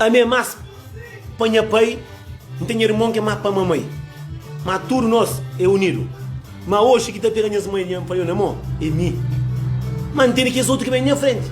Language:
Kabuverdianu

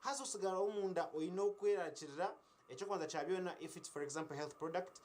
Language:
Nyankole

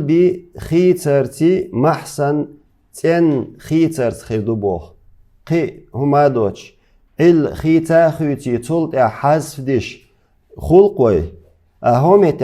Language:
Chechen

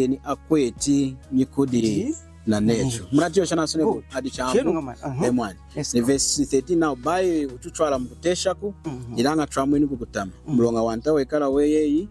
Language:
Lunda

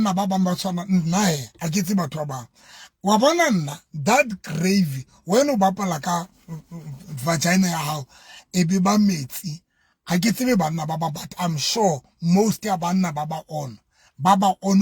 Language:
Southern Sotho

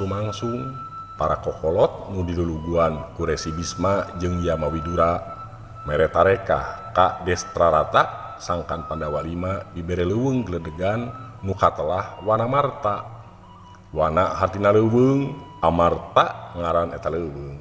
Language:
Sundanese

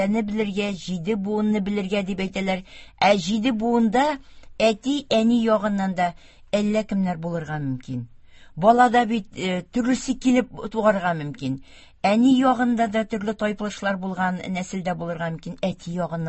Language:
Tatar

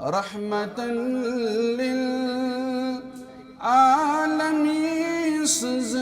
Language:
Kashmiri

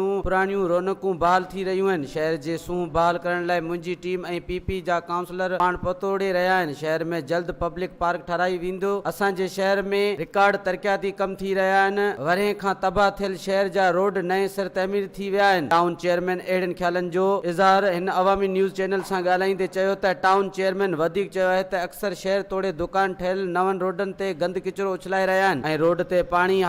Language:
Sindhi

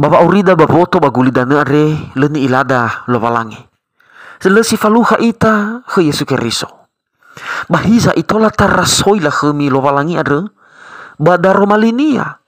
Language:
Nias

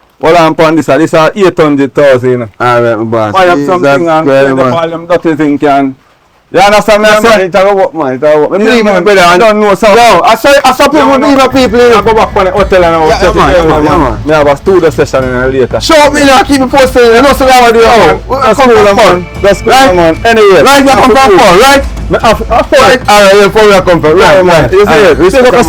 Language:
Jamaican Creole English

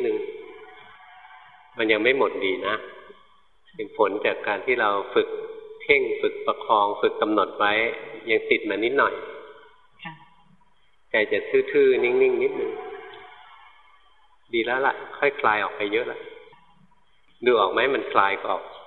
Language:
Thai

